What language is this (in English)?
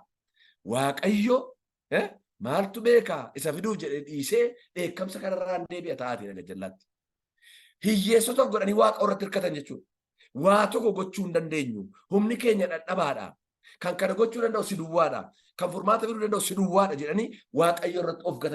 Oromo